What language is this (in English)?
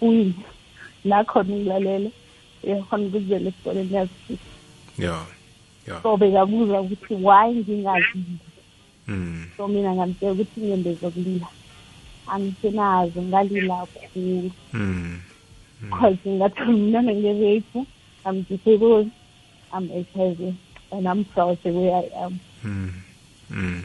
South Ndebele